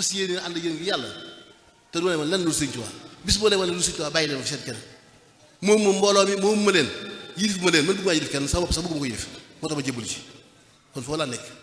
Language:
Wolof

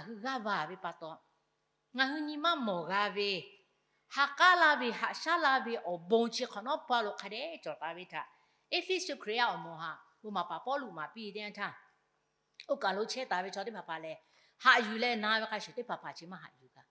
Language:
Lahu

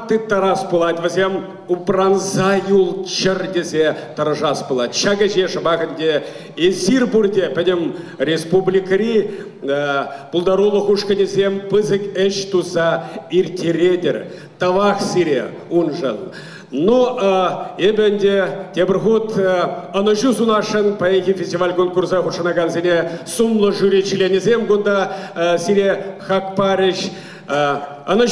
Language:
Chuvash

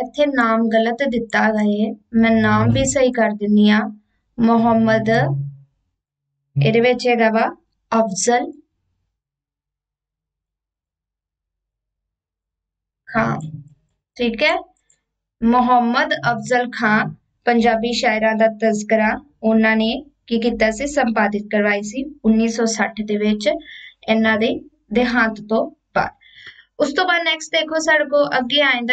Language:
Punjabi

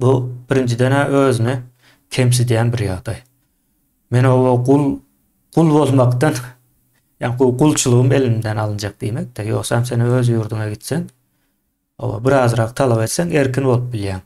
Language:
Turkmen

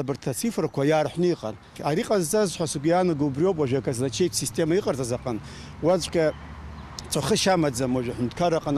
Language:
Abkhazian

